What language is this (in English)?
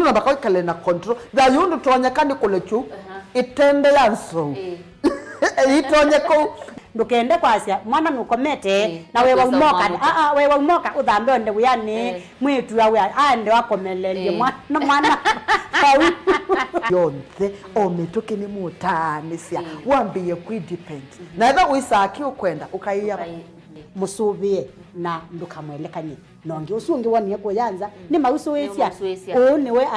Kamba